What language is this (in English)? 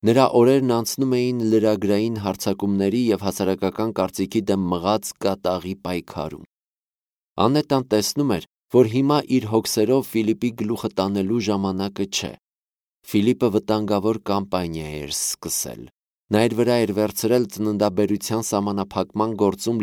Armenian